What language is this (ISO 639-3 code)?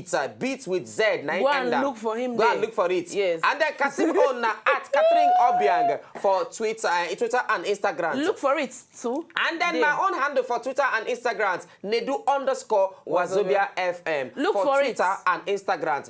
pcm